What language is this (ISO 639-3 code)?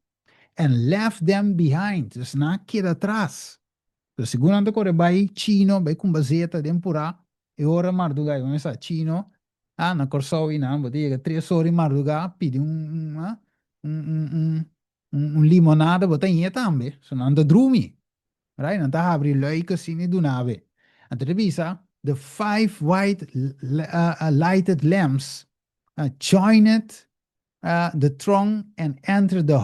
pap